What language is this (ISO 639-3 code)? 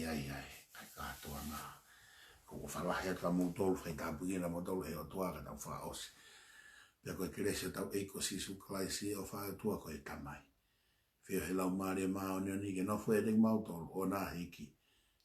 ton